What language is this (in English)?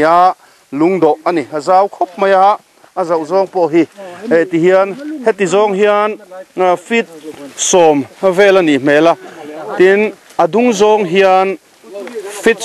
Mizo